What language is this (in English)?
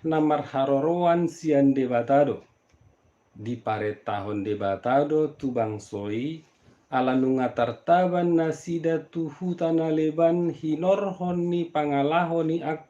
Batak Toba